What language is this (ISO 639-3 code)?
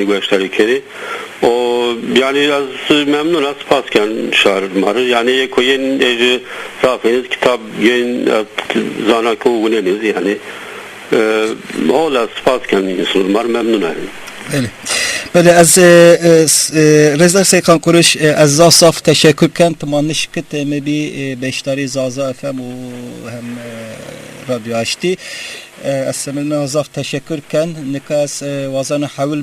zza